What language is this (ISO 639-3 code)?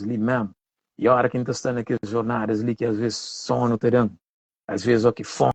kea